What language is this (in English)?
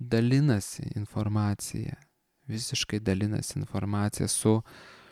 Lithuanian